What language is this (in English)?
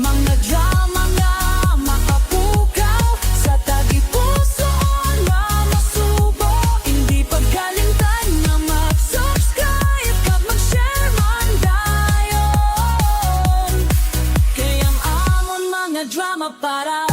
Hiligaynon